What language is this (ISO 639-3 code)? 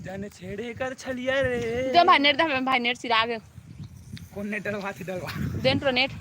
hne